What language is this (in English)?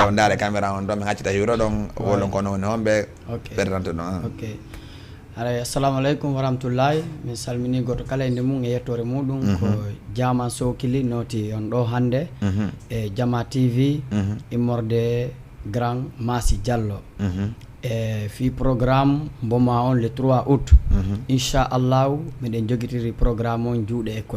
Fula